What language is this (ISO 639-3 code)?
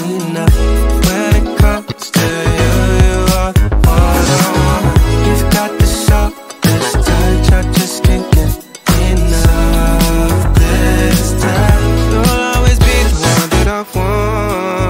eng